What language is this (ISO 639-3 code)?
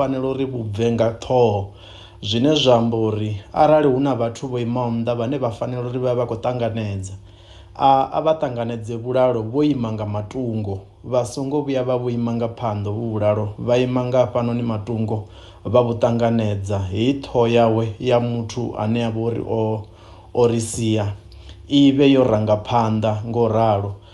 ven